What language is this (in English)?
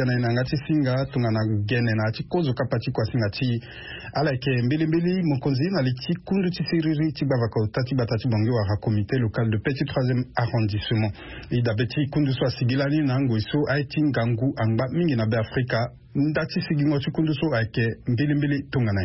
Sango